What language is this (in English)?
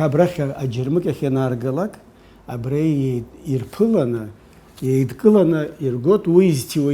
Abkhazian